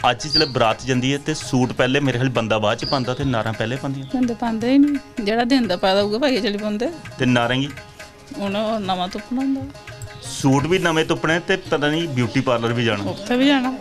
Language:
Dogri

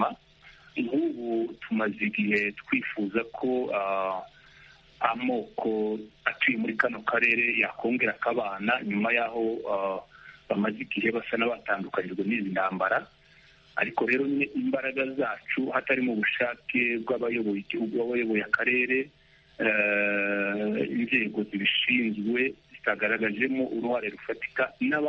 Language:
Kinyarwanda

